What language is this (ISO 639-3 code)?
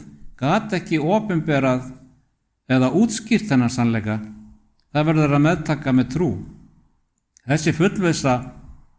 isl